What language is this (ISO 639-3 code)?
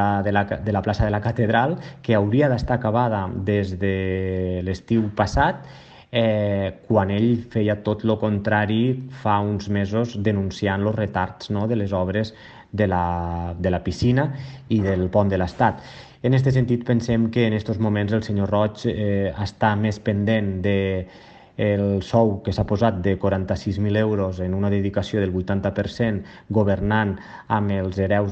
cat